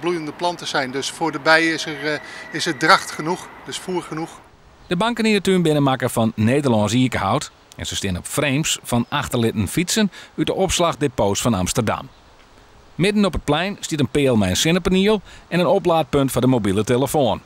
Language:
Western Frisian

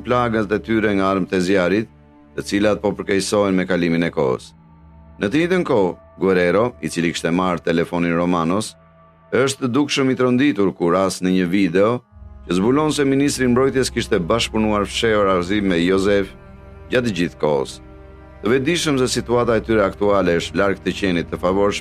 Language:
Albanian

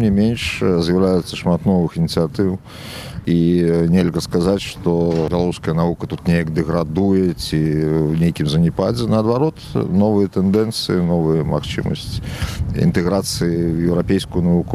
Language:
Belarusian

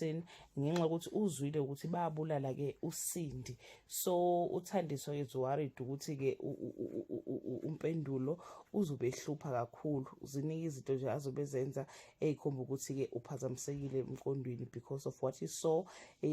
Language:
Zulu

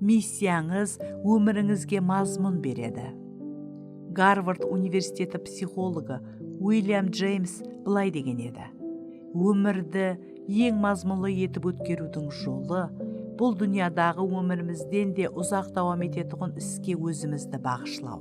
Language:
Kara-Kalpak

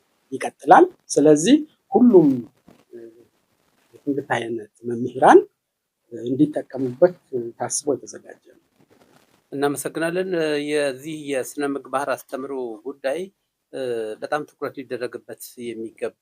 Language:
Amharic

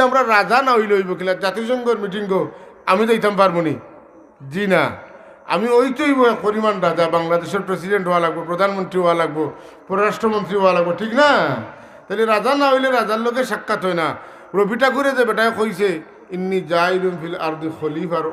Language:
Sylheti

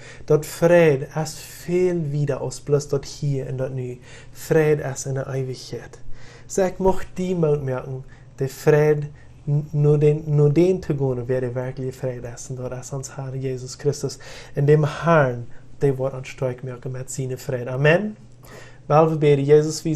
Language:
Plautdietsch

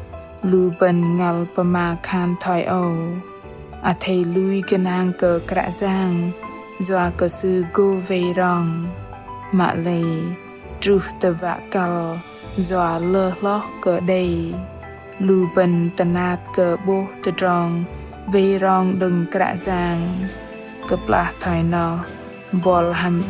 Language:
Bahnar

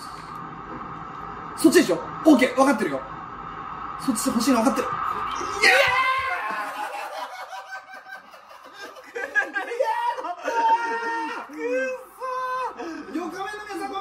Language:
Japanese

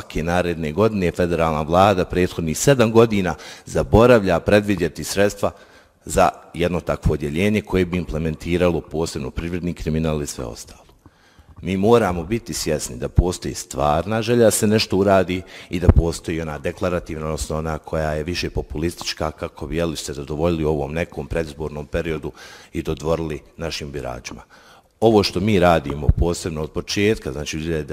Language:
Bosnian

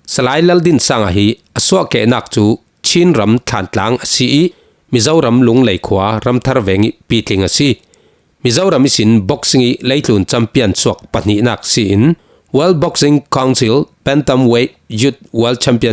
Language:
Falam Chin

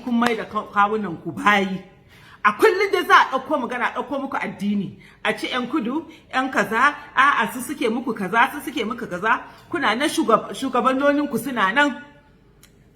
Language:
Hausa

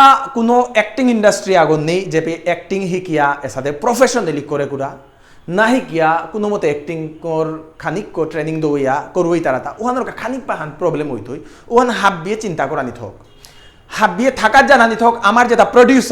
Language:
Bishnupriya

